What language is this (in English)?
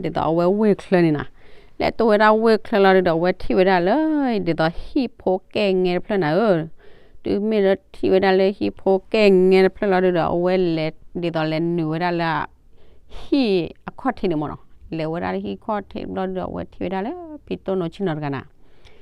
S'gaw Karen